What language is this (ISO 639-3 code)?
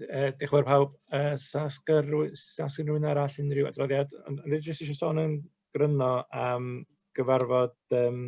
cym